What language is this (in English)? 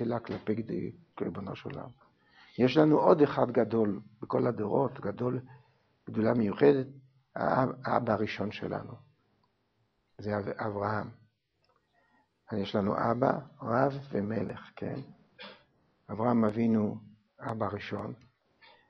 Hebrew